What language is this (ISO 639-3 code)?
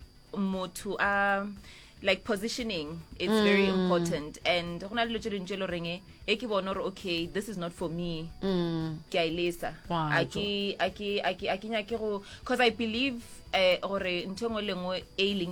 nso